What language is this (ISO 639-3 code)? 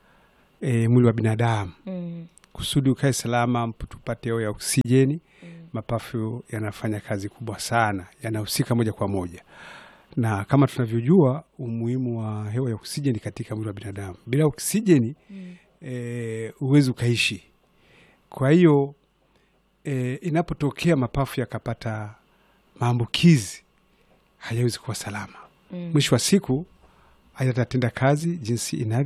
swa